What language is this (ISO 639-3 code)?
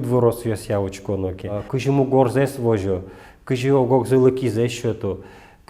udm